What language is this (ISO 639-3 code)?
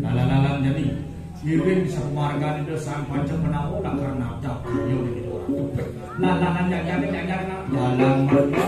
ban